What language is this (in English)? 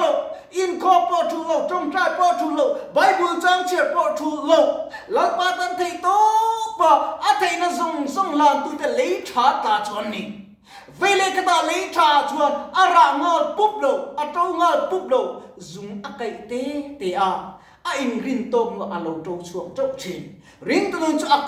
Mizo